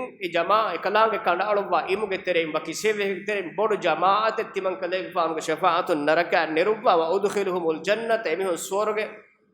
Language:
Divehi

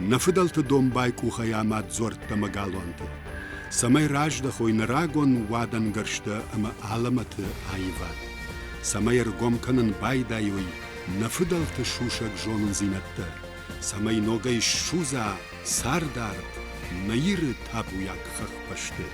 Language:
Ossetic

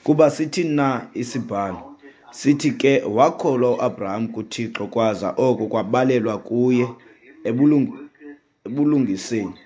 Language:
Xhosa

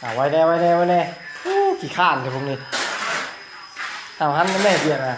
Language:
Lao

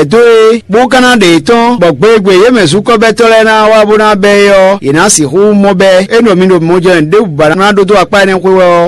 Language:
Fon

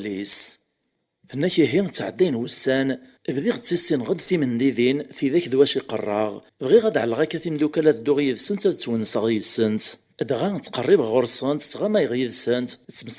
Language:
Kabyle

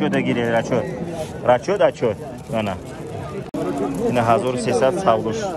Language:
Persian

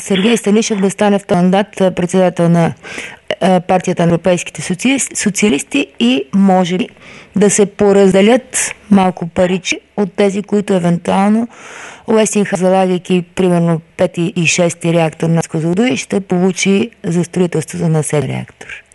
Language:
Bulgarian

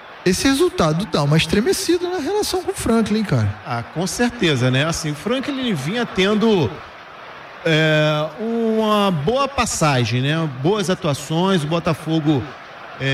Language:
Portuguese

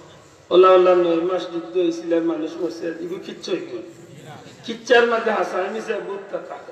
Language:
Bangla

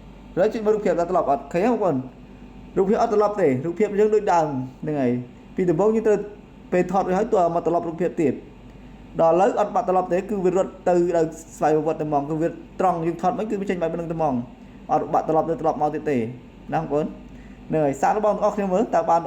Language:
Khmer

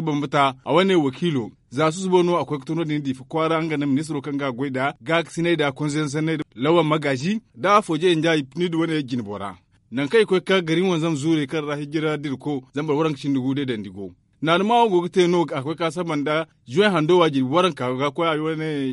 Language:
Zarma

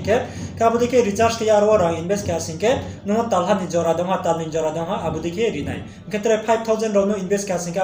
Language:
Riang (India)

